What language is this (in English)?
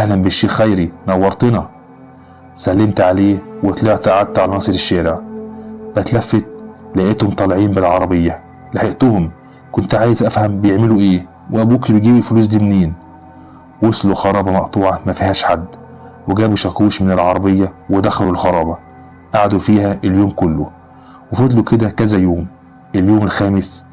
Egyptian Arabic